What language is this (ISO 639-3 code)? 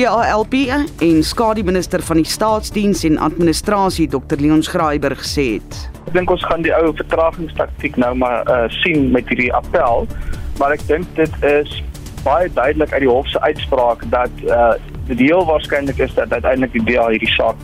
afr